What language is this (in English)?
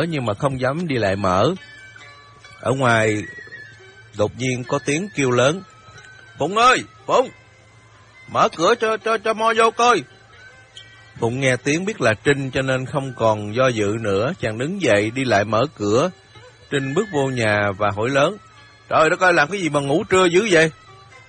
Vietnamese